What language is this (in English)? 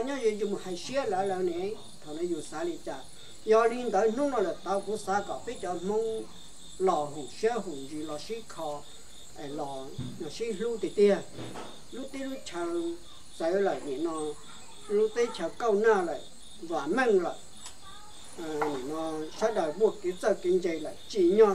Hmong